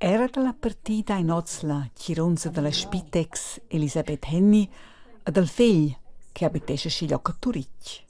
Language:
Romansh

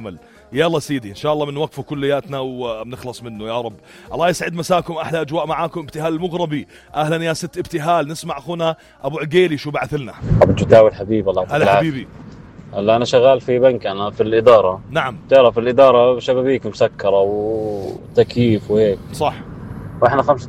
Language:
North Levantine Arabic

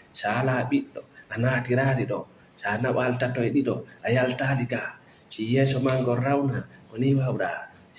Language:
Fula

